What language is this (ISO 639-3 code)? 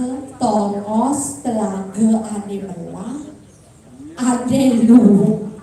ban